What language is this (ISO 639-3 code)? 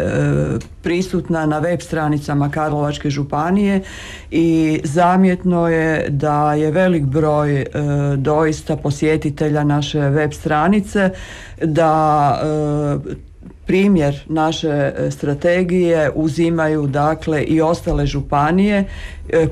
hrv